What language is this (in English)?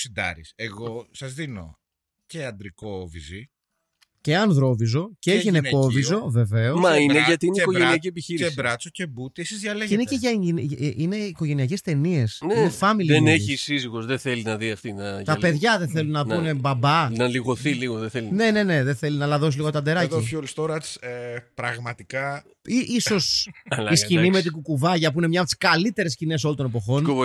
Greek